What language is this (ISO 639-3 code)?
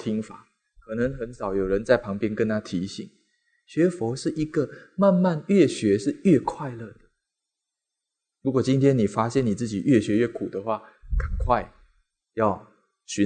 zho